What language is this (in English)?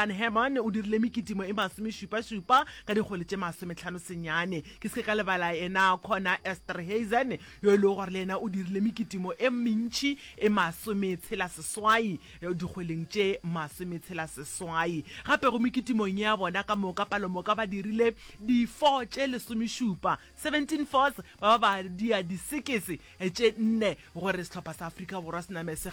Northern Sotho